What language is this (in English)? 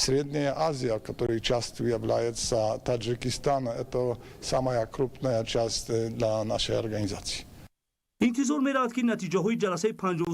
Tajik